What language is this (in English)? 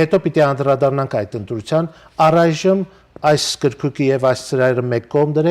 Western Armenian